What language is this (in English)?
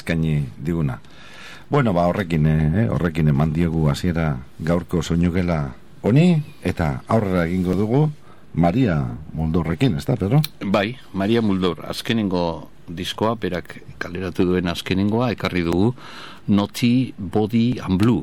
Basque